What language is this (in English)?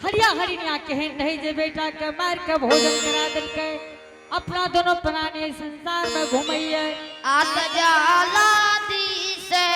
Angika